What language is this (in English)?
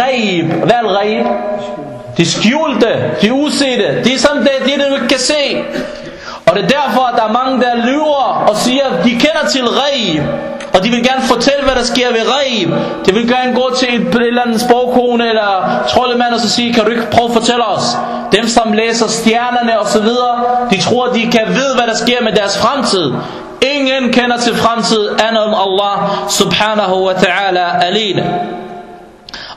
Danish